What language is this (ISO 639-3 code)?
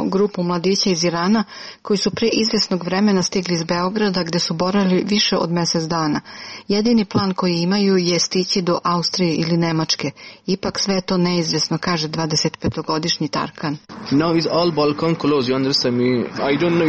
srp